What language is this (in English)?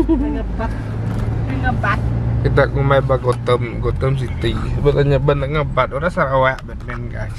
Iban